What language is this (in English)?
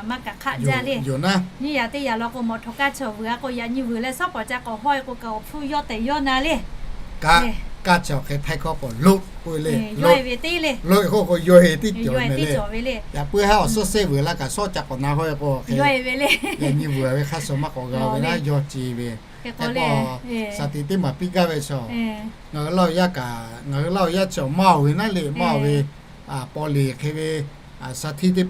Lahu